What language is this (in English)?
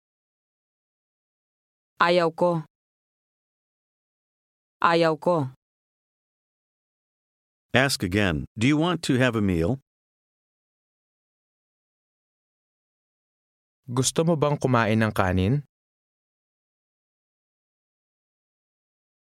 Filipino